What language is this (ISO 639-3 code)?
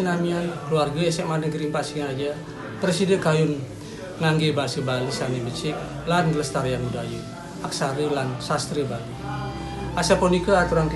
ban